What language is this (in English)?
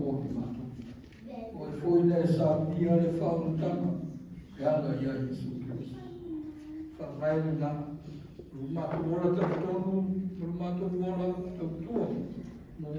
Samoan